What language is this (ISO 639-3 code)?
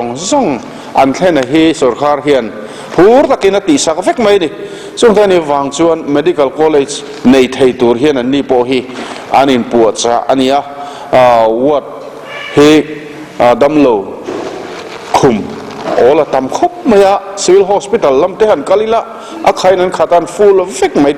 lus